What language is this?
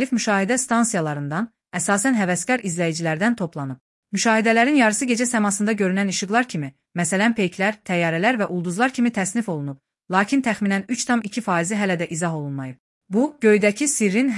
Azerbaijani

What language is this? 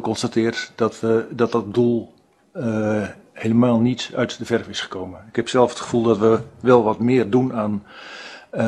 Dutch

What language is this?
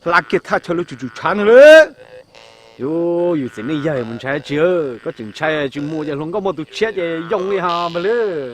Hmong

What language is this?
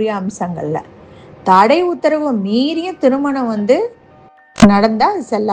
Tamil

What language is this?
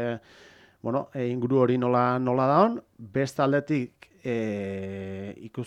Basque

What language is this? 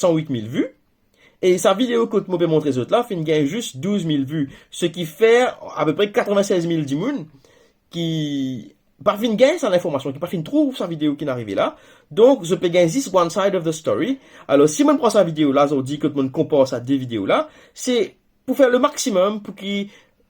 Morisyen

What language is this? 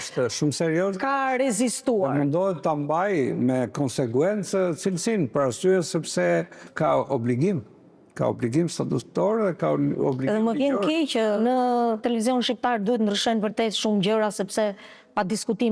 Albanian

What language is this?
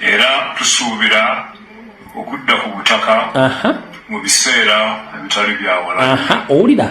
Ganda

